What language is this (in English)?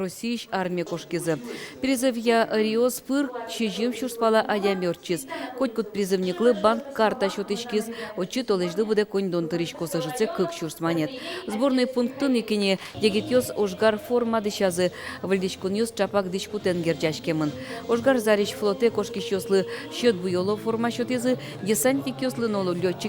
Udmurt